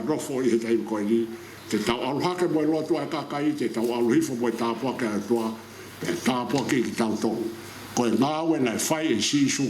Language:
Tongan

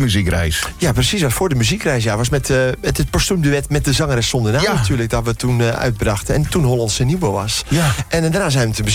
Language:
Dutch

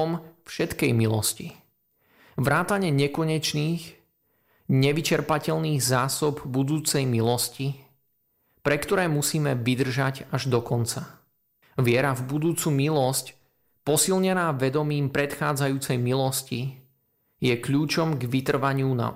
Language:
Slovak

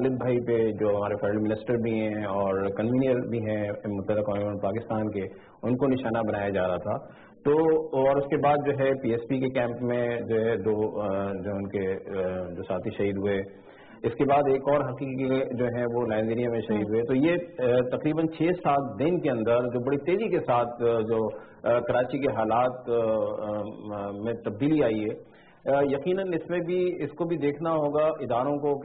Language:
Urdu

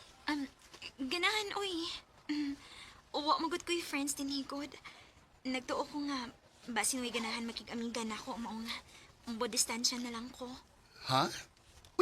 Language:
Cebuano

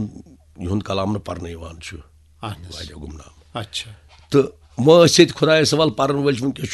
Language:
Kashmiri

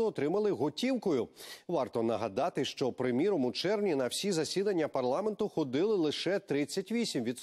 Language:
Ukrainian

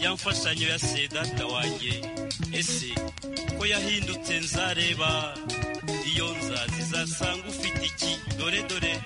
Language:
Kinyarwanda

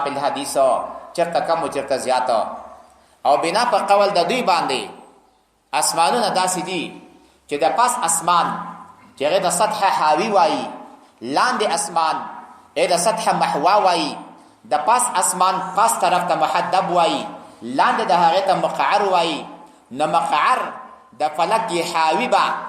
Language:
Pashto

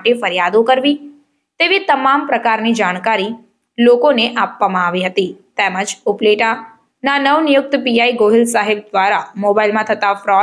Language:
Gujarati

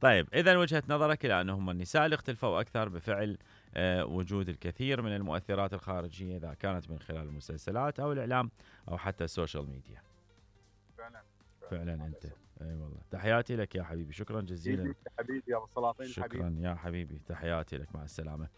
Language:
Mesopotamian Arabic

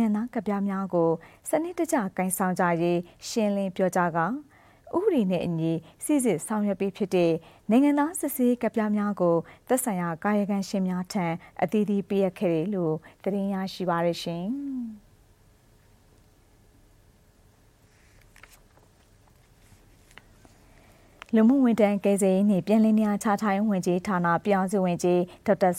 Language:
Burmese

